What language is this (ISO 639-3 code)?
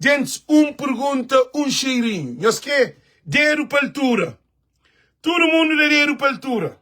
kea